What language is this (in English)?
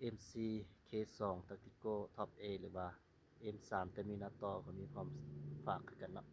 Lao